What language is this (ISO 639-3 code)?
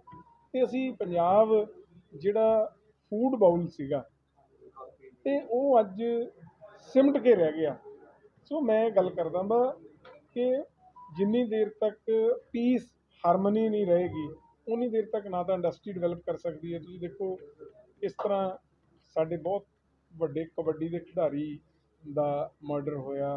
pan